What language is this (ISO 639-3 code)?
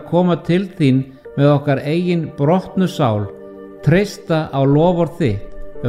isl